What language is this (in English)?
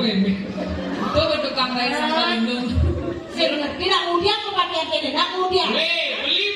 Balinese